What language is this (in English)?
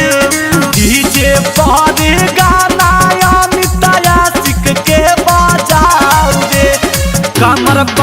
Magahi